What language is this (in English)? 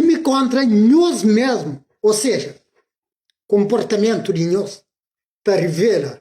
Kabuverdianu